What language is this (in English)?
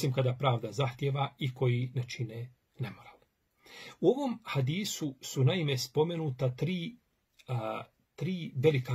Bosnian